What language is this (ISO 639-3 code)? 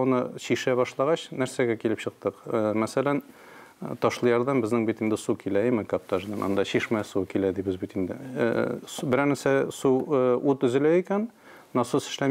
tat